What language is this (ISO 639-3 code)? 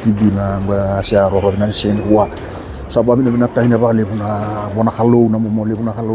fij